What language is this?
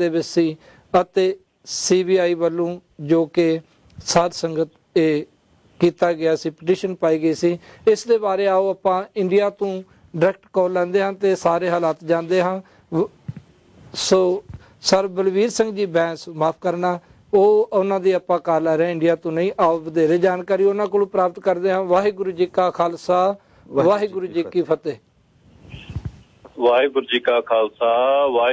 Punjabi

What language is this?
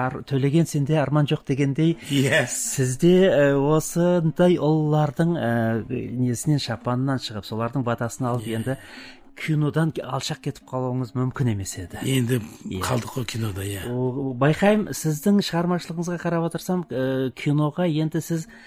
Kazakh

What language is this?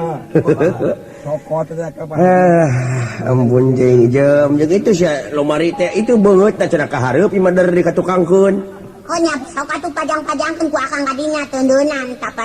Sundanese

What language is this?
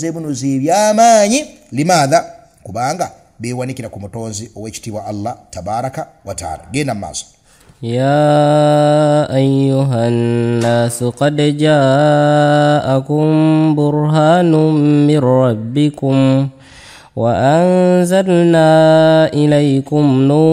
Ganda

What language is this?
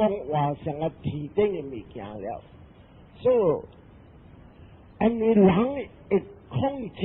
Min Nan Chinese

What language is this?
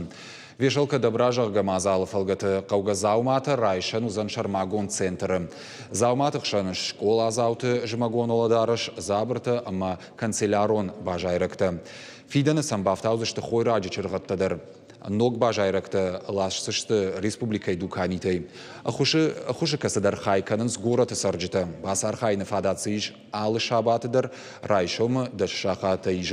Ossetic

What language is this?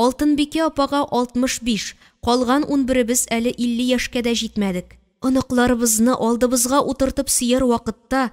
Tatar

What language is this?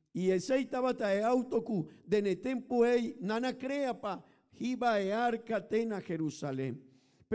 Papiamento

